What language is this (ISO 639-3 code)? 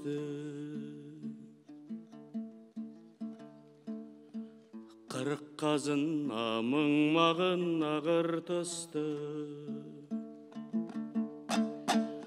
kaz